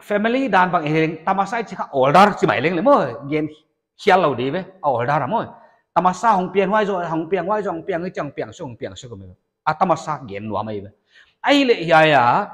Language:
Paite Chin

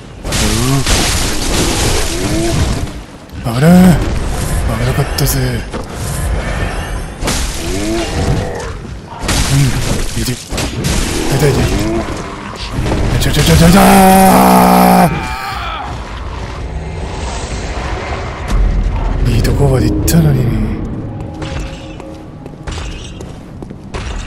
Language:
Japanese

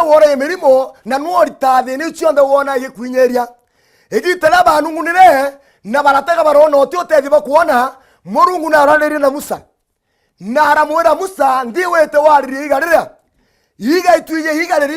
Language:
Meru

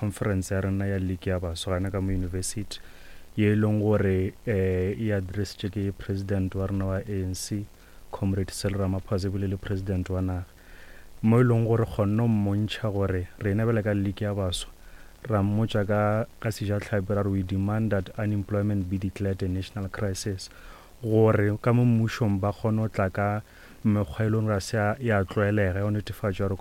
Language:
Northern Sotho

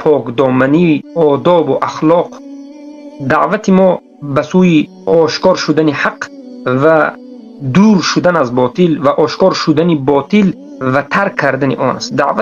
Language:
Tajik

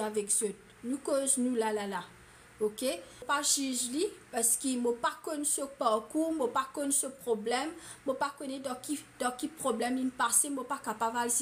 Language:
Morisyen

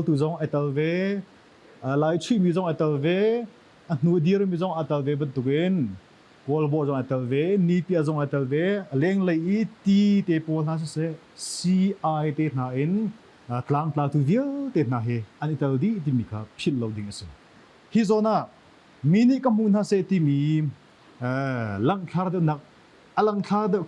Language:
Hakha Chin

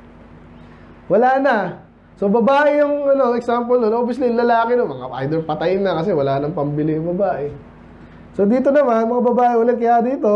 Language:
Filipino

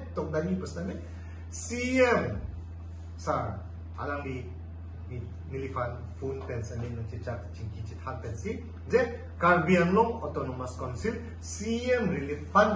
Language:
Karbi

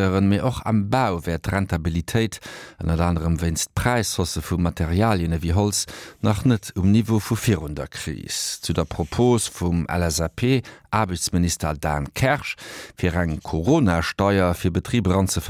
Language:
Luxembourgish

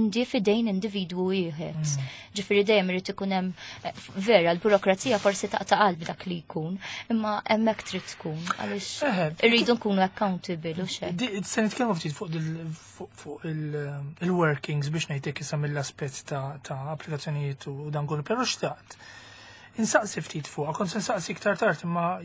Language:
Maltese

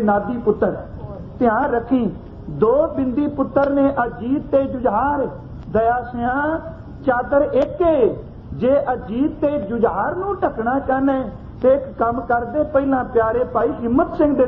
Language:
Punjabi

